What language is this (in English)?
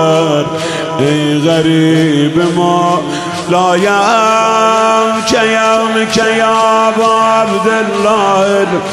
Persian